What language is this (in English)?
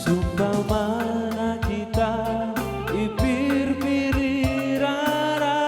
Batak Karo